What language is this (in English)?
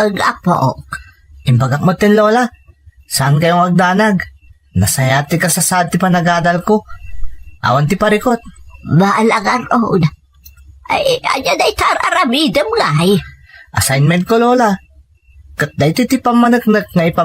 Iloko